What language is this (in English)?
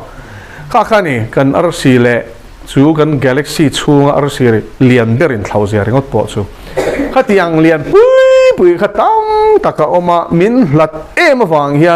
Mizo